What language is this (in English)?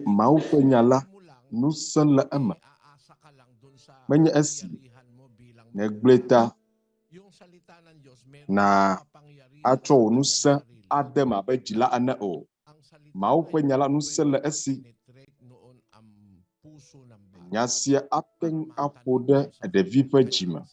Ewe